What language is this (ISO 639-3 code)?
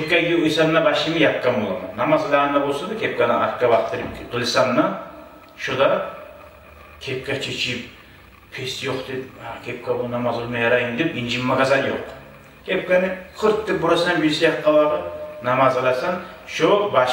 kum